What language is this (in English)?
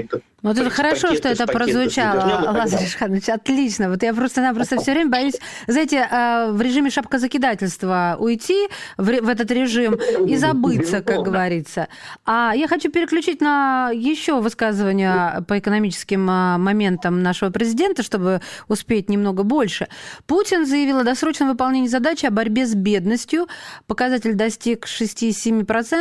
Russian